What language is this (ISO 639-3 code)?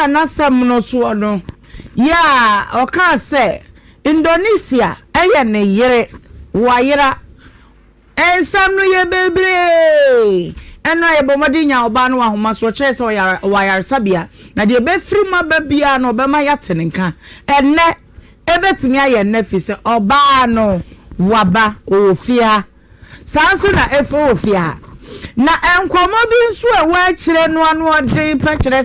aka